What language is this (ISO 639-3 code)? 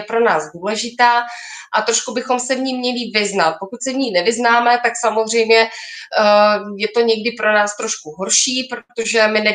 ces